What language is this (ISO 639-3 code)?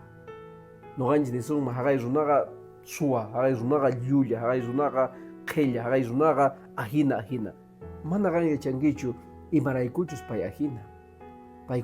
que